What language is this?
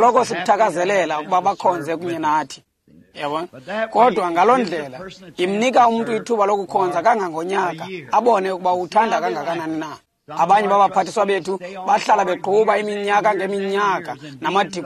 Xhosa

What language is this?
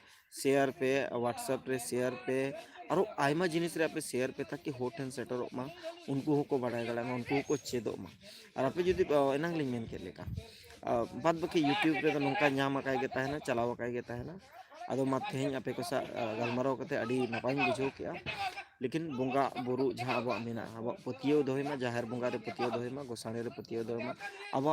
Santali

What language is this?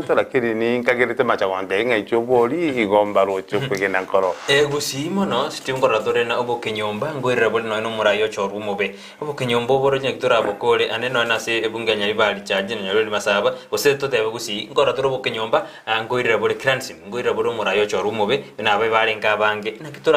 Gusii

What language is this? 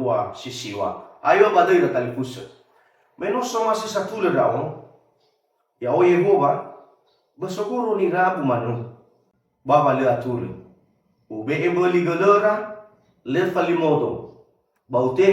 Nias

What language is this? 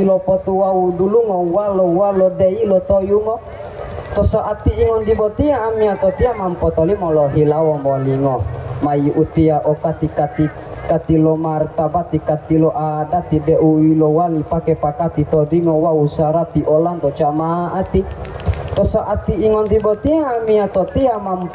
Gorontalo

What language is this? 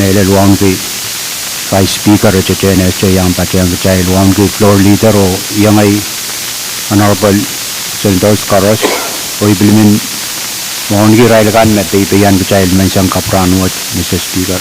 Pohnpeian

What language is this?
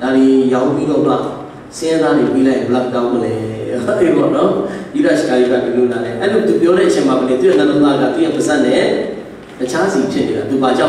Burmese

